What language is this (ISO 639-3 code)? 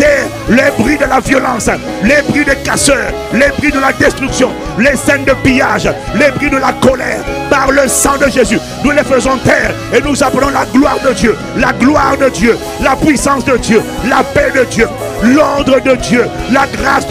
fra